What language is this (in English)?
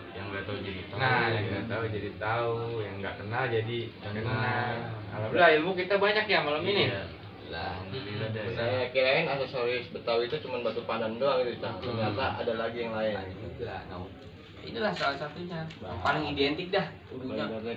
Betawi